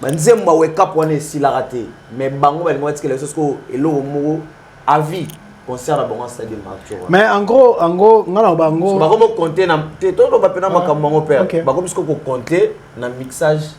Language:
Lingala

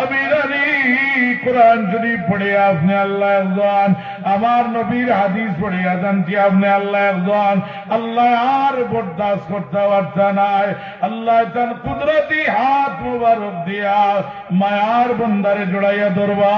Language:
Sylheti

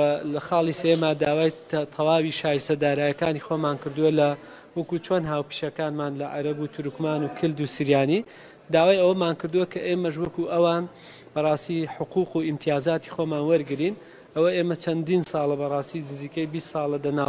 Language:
Central Kurdish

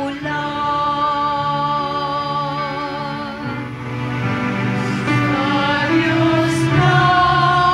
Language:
Filipino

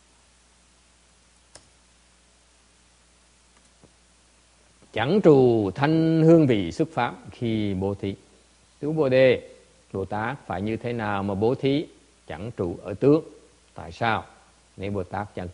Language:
Vietnamese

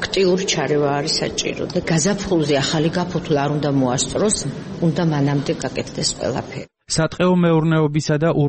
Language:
Georgian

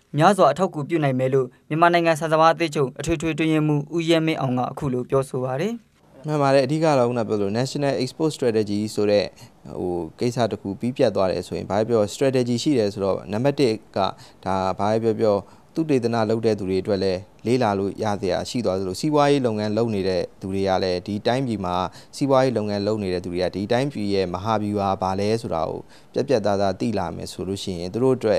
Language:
Burmese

